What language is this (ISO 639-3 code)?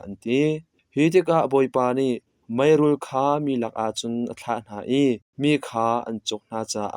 cnh